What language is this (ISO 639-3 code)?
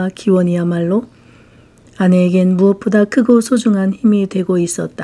kor